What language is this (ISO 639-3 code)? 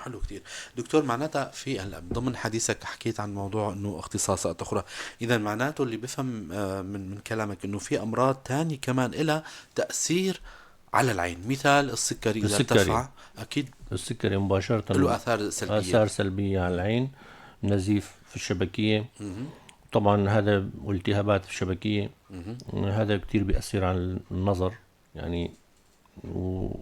apc